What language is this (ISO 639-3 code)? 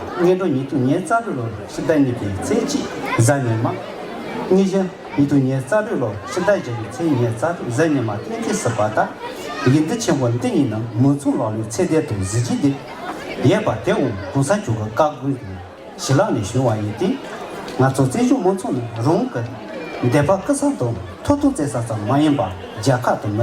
bod